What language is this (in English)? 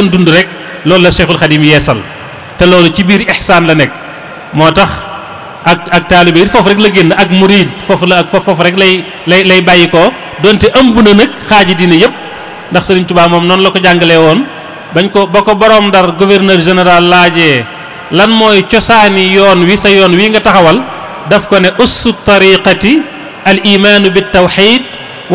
Wolof